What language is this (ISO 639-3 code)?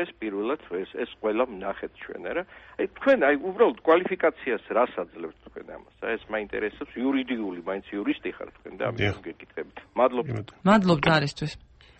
kat